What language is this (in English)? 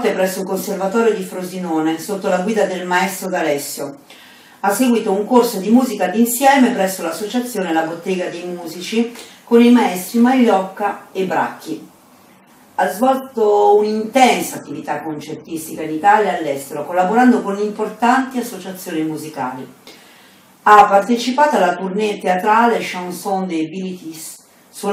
Italian